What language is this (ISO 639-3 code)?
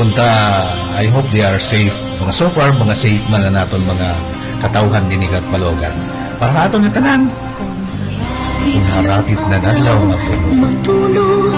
war